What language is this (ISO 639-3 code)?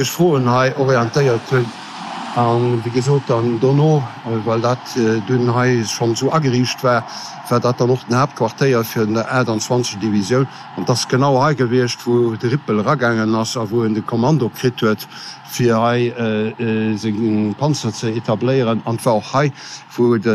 ltz